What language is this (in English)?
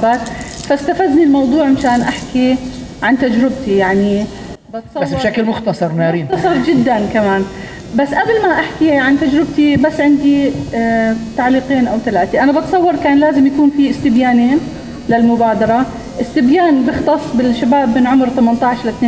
North Levantine Arabic